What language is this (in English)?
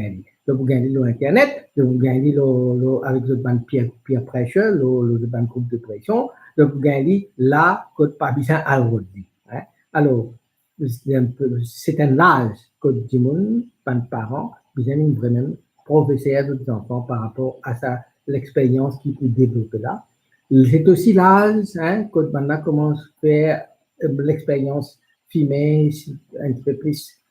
Morisyen